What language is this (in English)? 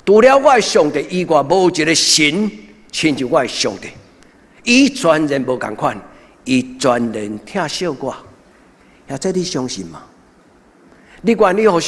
Min Nan Chinese